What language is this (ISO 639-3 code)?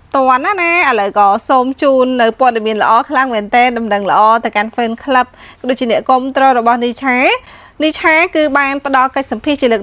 khm